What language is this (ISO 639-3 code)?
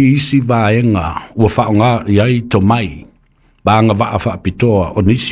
smo